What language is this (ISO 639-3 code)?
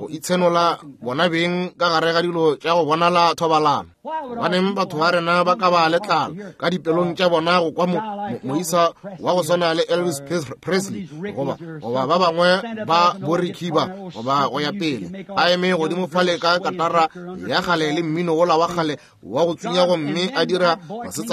nso